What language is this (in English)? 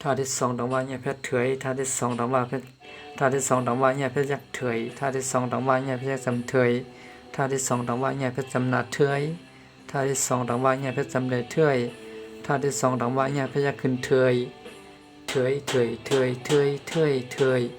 Shan